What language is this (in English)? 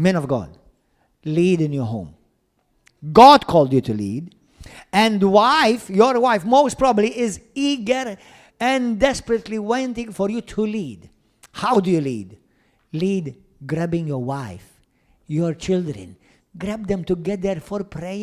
English